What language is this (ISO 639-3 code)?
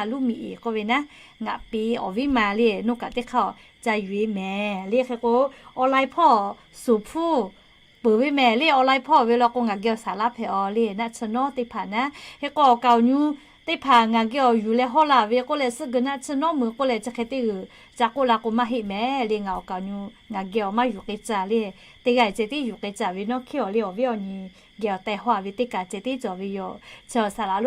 lhu